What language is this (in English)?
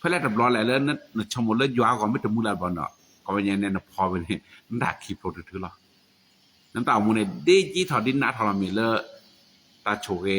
S'gaw Karen